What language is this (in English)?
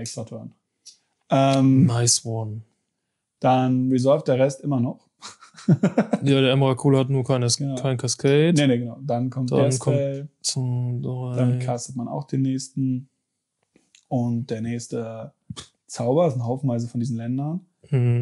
German